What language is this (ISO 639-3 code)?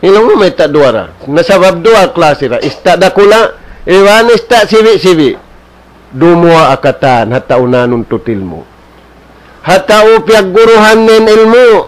tsg